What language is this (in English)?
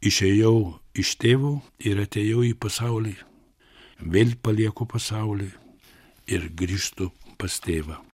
Lithuanian